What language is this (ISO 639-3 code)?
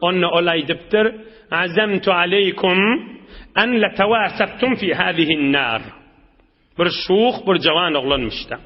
tuk